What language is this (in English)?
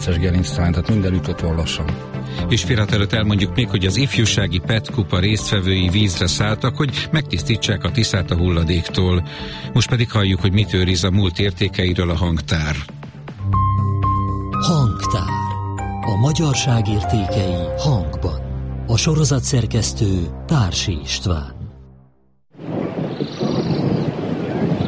Hungarian